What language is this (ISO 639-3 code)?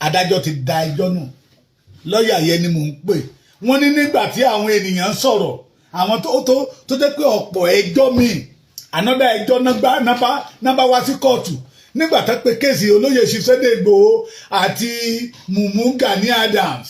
yor